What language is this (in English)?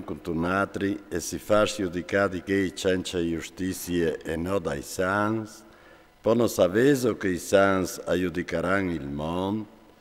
Friulian